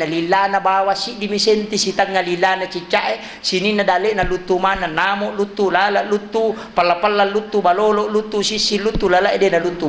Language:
Buginese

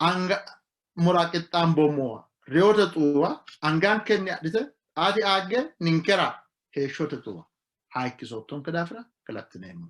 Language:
Sidamo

